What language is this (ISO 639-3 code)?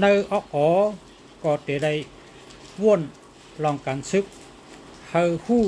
shn